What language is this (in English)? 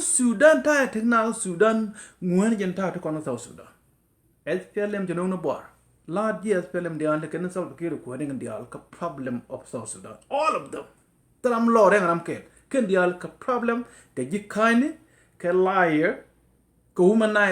Nuer